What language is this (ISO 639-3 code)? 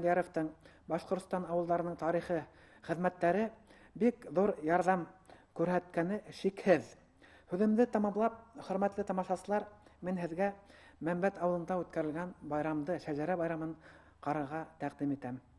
bak